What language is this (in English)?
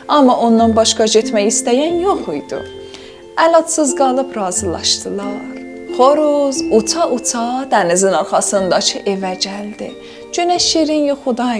South Azerbaijani